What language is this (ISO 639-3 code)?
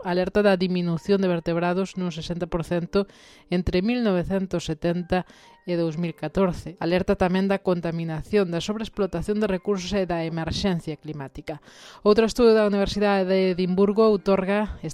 glg